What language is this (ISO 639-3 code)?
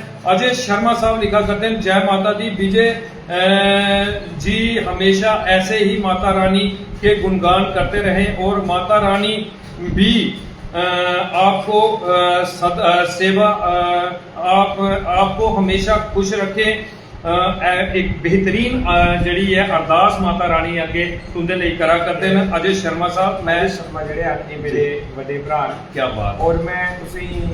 doi